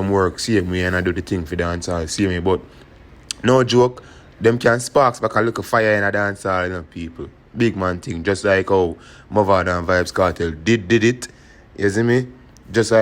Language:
Jamaican Creole English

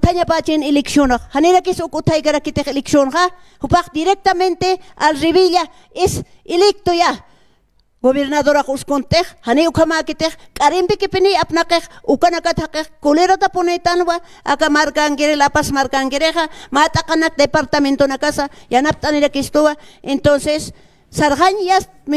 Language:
Aymara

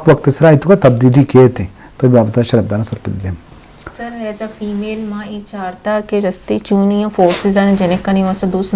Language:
Eastern Balochi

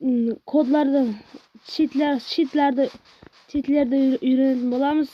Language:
Kara-Kalpak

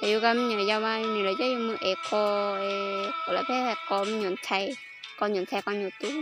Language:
Hmong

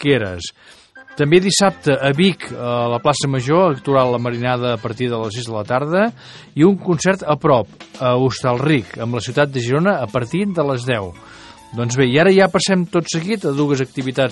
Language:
Catalan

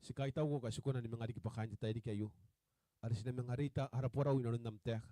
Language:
Gilbertese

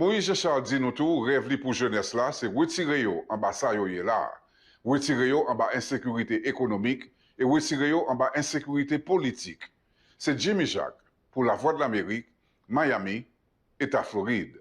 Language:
Haitian Creole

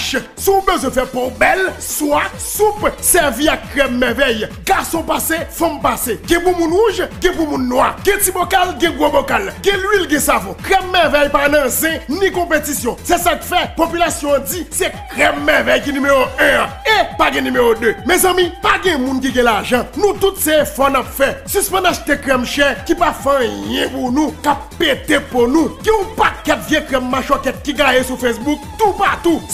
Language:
Haitian Creole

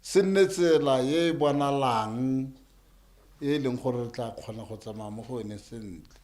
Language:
Tswana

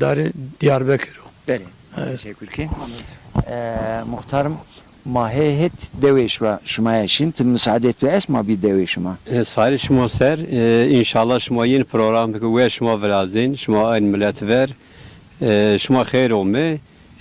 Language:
Zaza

